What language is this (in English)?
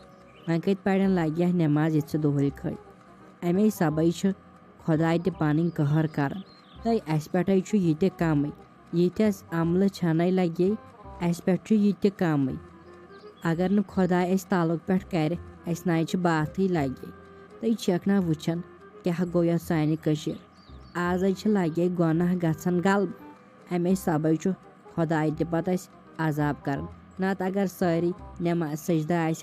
Kashmiri